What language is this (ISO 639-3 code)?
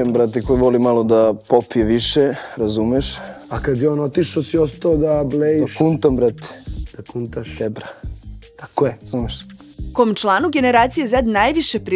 srp